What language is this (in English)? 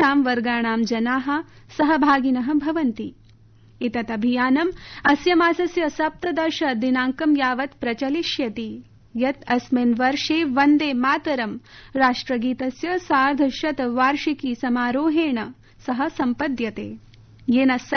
Sanskrit